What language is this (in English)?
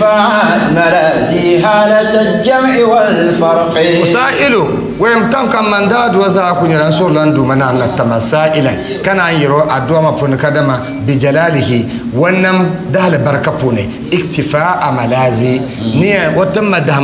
Dagbani